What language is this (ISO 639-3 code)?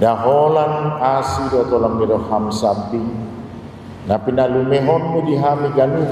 bbc